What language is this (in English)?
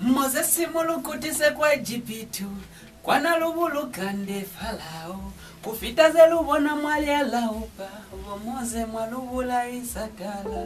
Lozi